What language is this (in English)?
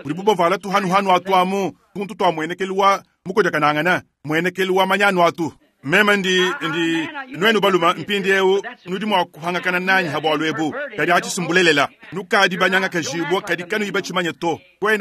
Luba-Lulua